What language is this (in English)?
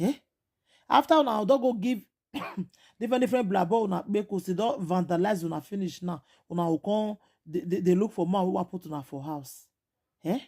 Nigerian Pidgin